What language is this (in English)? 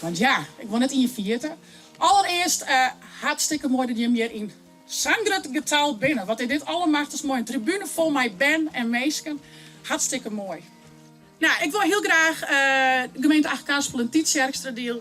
Western Frisian